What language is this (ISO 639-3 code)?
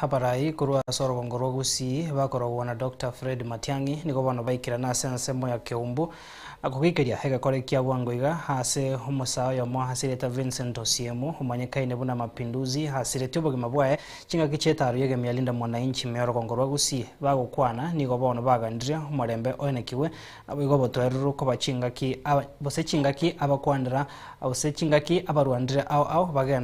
guz